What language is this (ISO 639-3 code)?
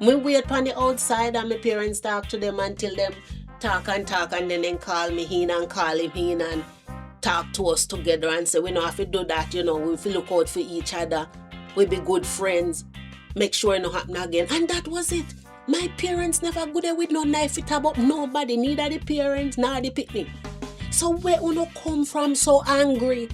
jam